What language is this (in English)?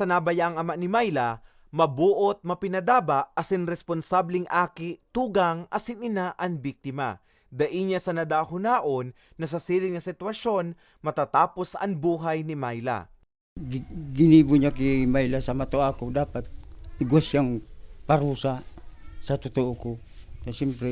Bikol